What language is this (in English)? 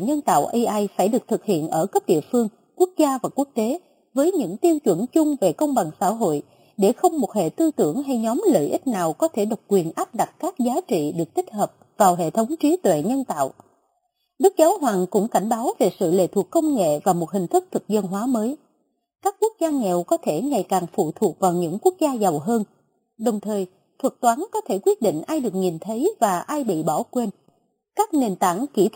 Vietnamese